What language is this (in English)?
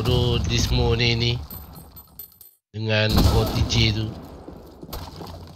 Malay